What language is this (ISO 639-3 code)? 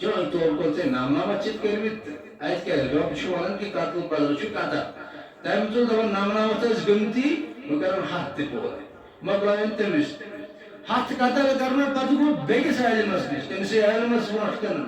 kas